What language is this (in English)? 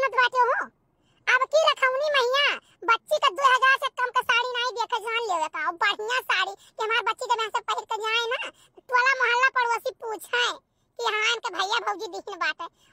Awadhi